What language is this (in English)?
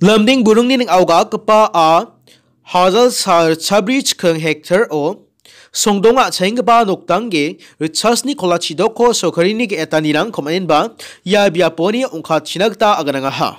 Garo